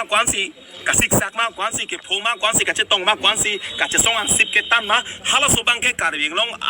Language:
Karbi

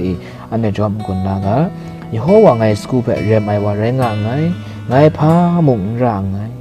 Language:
Kachin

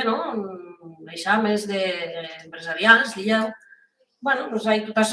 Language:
Occitan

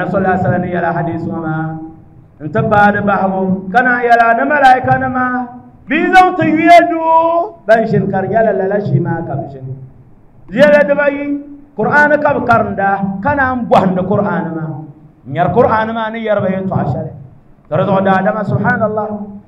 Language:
Dagbani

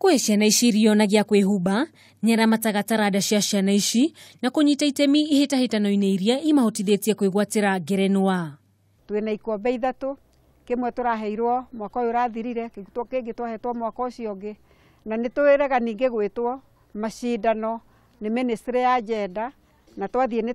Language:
Kikuyu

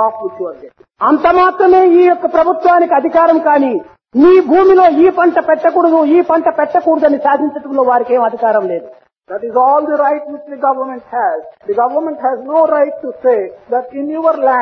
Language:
Telugu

